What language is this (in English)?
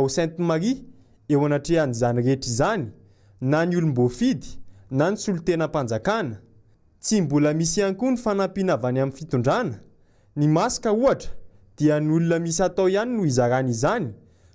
Malagasy